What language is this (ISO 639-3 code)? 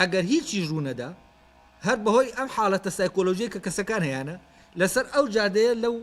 ckb